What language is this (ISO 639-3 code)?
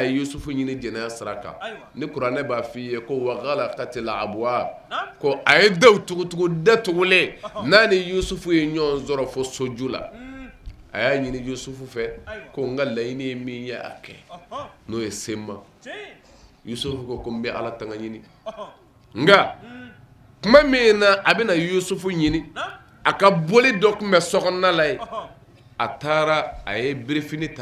bam